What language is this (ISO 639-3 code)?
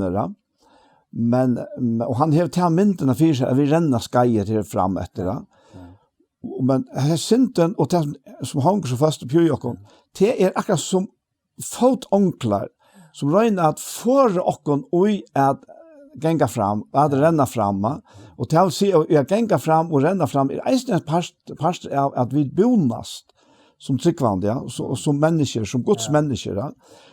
fao